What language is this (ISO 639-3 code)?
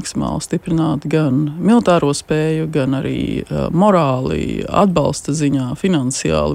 lav